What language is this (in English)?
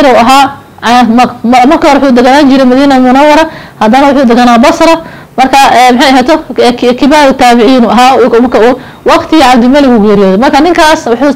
Somali